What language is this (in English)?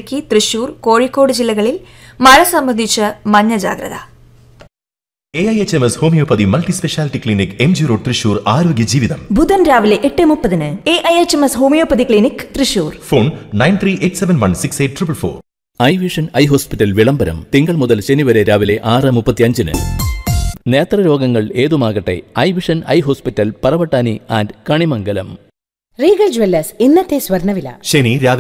Malayalam